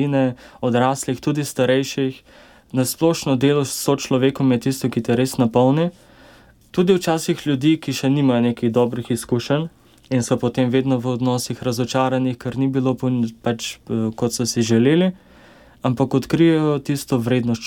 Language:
Slovenian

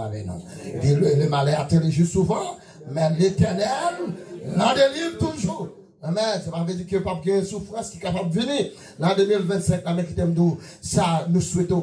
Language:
Haitian Creole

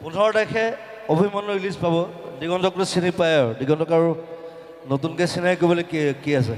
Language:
Assamese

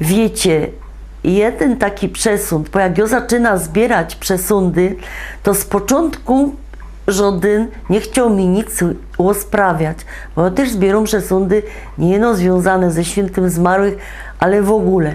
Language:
Silesian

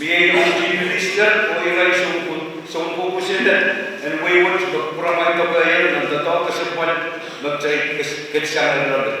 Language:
Pohnpeian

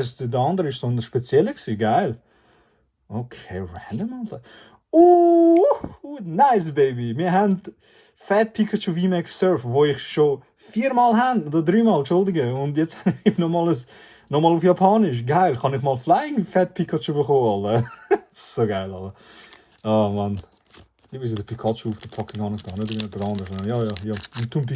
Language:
Swiss German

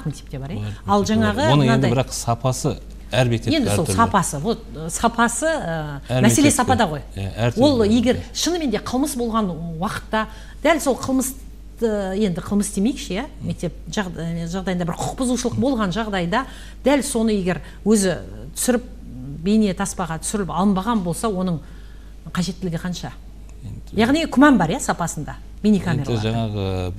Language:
Kazakh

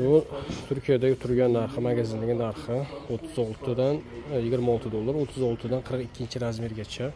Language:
Uzbek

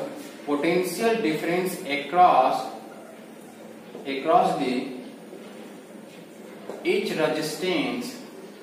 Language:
Hindi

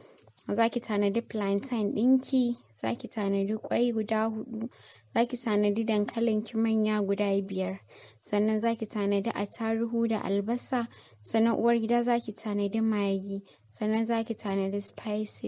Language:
Hausa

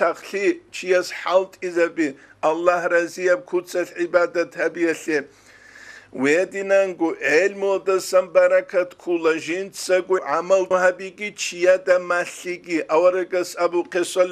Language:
Avaric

